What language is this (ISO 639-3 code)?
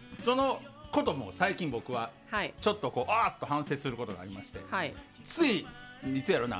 jpn